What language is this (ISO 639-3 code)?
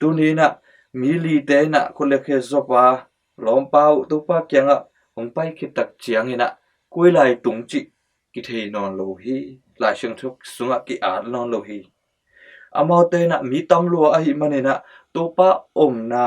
ctd